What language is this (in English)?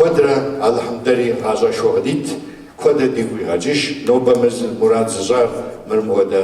Kabardian